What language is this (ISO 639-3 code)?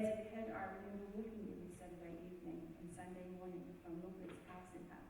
ton